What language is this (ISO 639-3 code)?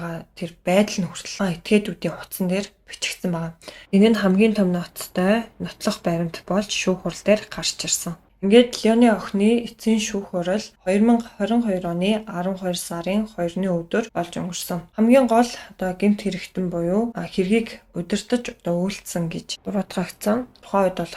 mon